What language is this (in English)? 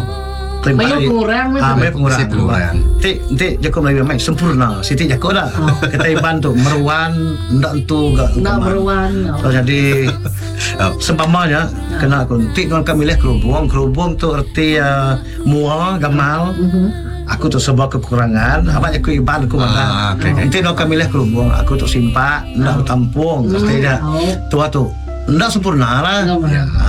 Iban